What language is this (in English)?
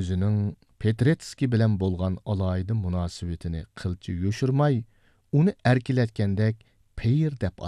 Uyghur